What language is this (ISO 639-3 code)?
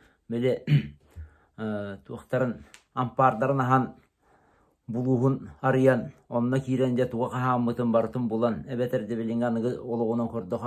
sah